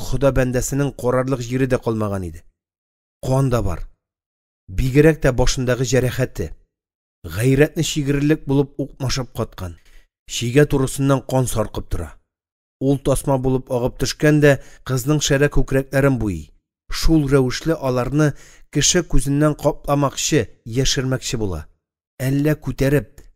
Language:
Tatar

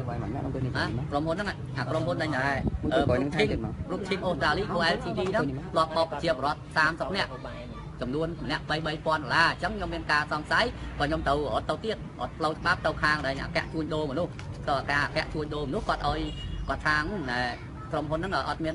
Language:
Khmer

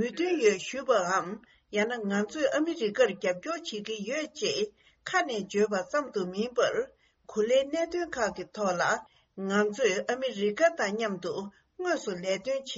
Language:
Tibetan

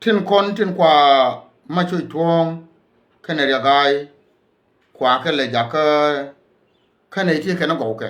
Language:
Nuer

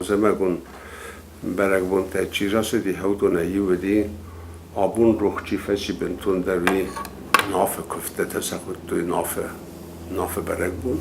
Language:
Ossetic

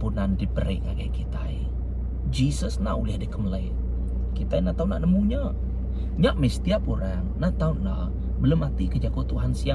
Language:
Iban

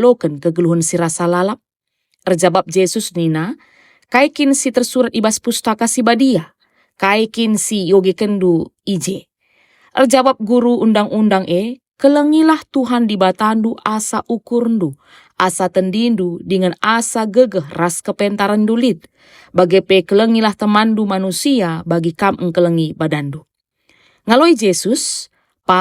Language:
Batak Karo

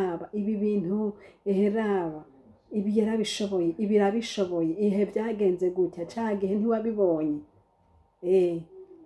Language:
Rundi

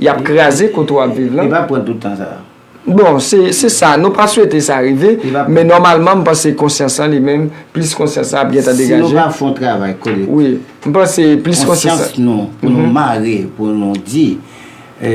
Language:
Haitian Creole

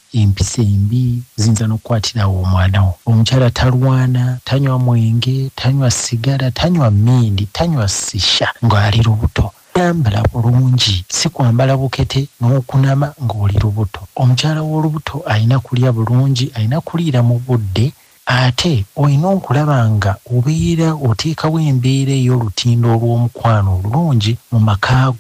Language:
Ganda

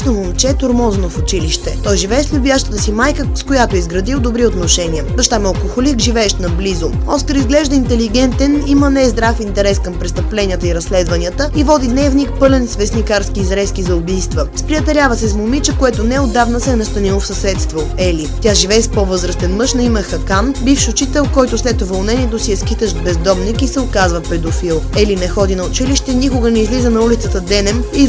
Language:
Bulgarian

